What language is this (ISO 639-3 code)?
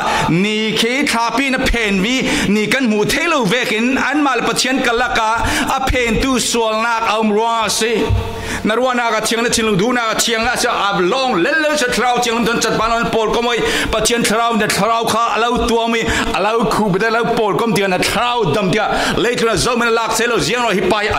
cfm